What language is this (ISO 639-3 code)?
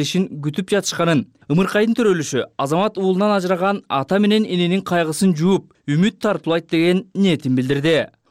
kir